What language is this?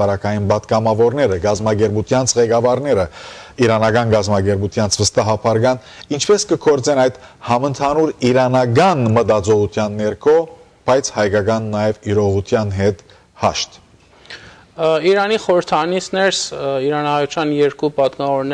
Western Armenian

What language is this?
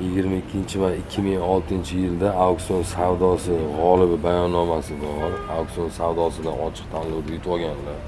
Uzbek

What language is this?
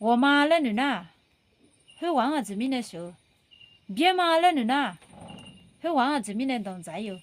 Akha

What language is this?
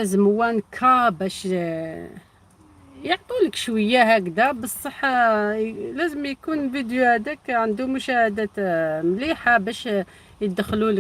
Algerian Arabic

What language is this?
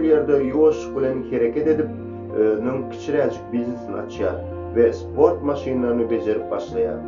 Turkmen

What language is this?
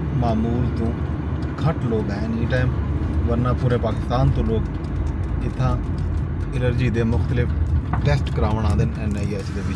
Saraiki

